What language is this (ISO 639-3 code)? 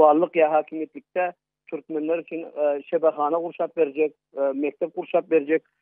tuk